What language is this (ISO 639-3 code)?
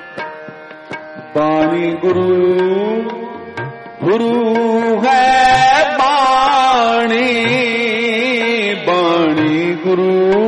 pan